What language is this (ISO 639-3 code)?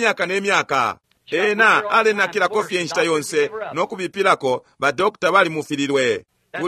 bem